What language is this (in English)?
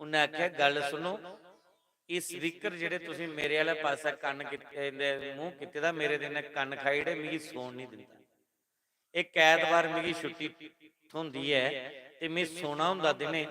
Dogri